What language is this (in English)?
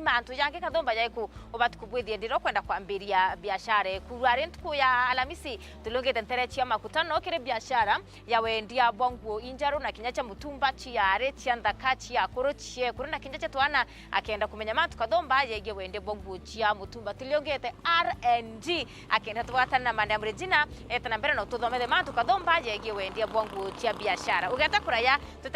Meru